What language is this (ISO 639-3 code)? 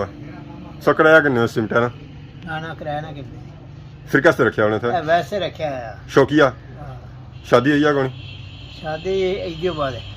phr